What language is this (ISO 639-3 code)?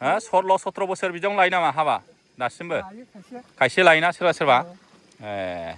brx